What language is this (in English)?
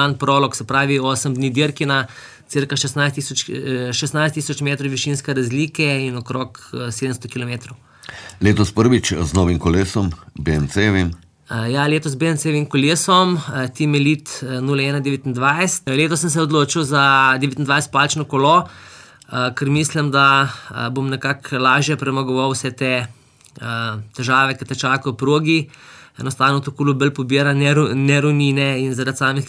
Slovenian